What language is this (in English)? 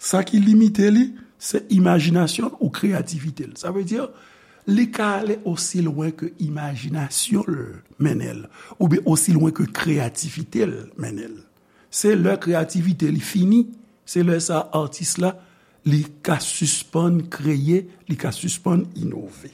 Haitian Creole